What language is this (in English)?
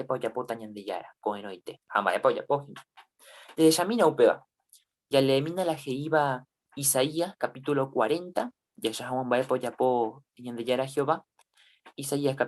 Guarani